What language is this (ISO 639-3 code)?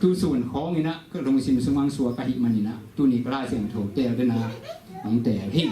ctd